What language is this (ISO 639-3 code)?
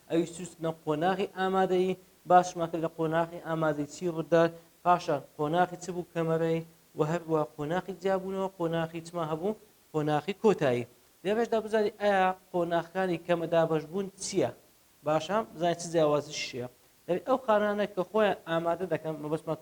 ckb